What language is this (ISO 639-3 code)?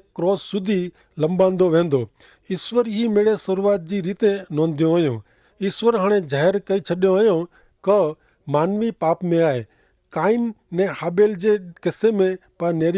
kfr